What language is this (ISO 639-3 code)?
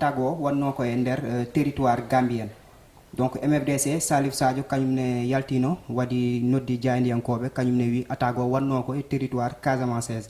ful